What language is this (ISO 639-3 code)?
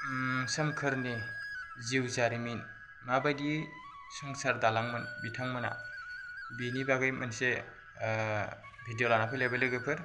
brx